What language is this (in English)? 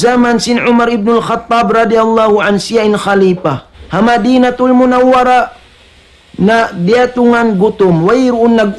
Tausug